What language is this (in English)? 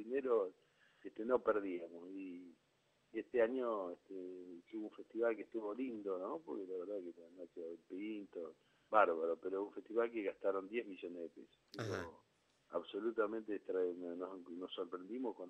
Spanish